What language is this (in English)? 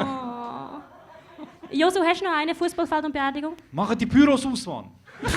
Swiss German